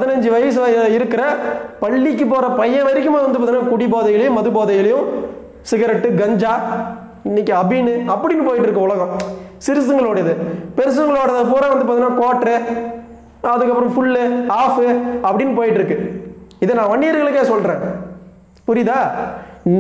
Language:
Tamil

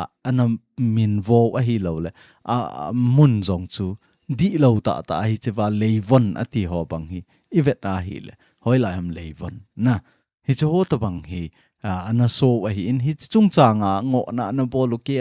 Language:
Thado Chin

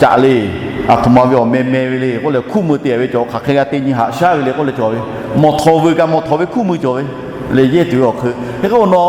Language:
Lahu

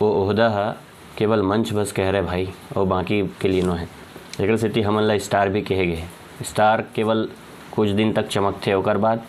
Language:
Chhattisgarhi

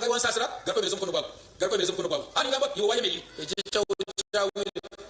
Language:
Nyankole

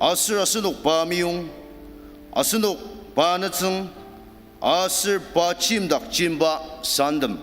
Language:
Ao Naga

